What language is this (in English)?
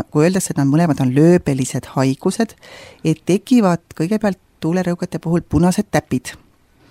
Estonian